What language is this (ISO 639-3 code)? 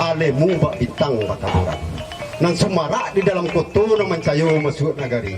min